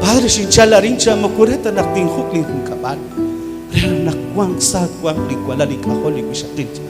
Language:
Kekchí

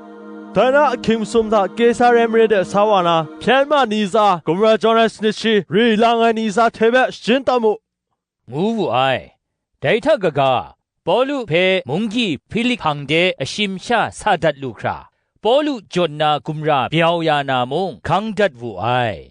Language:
Kachin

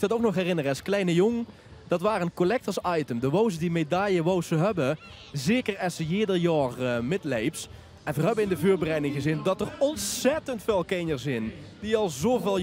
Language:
Limburgish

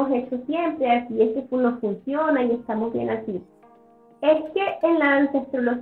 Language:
Spanish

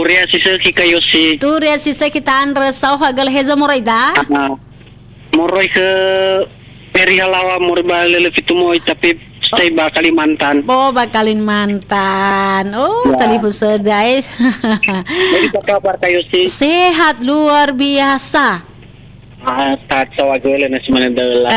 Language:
Nias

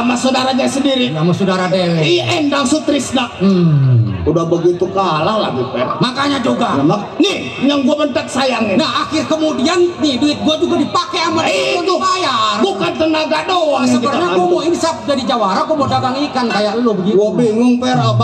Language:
Betawi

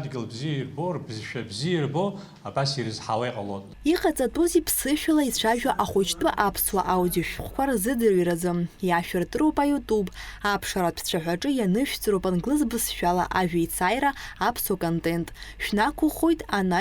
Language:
Abkhazian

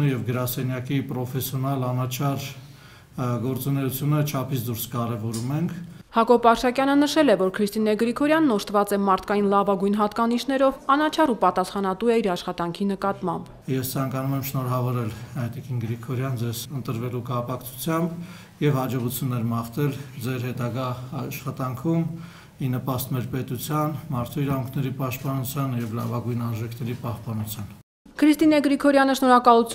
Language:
Armenian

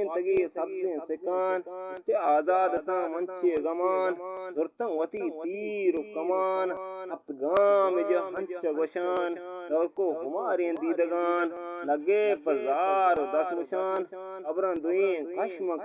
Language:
Eastern Balochi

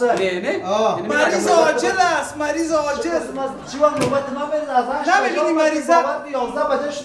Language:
Persian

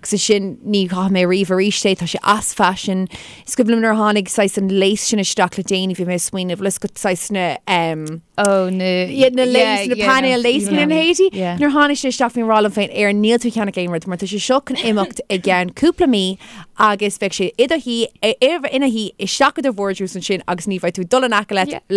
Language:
Irish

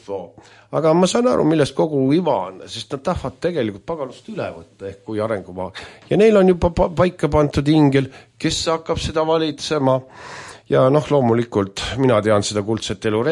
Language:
Estonian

